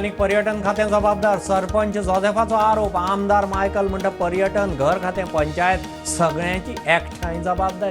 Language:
Konkani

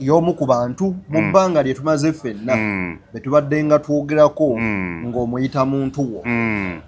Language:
Ganda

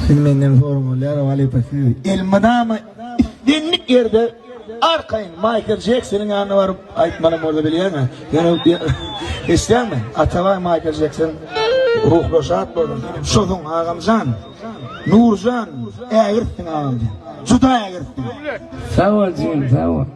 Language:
Turkmen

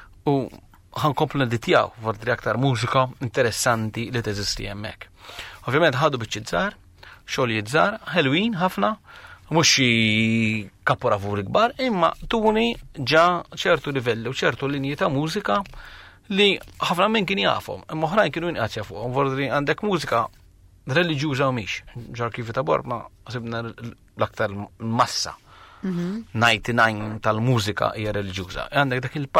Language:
Maltese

